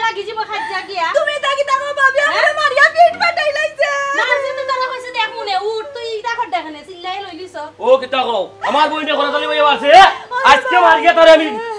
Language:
Sylheti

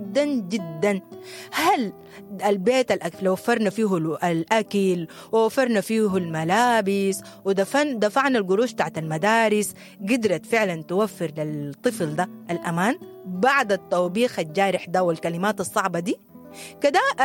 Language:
Sudanese Arabic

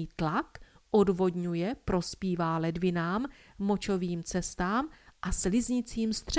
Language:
Czech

